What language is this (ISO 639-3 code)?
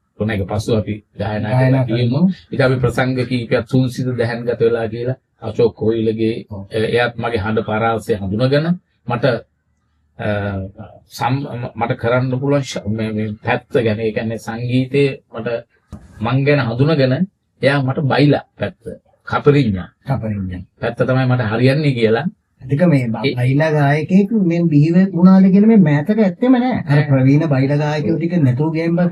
sin